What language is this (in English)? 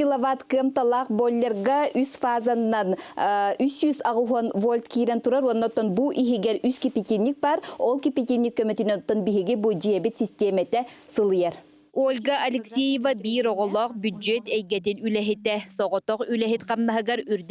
Yakut